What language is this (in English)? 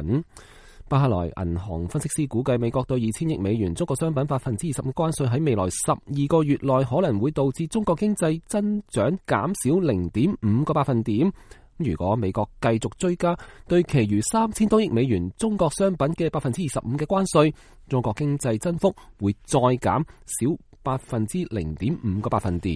Cantonese